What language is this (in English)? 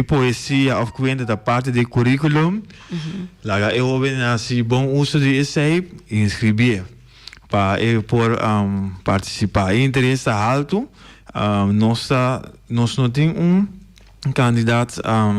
Papiamento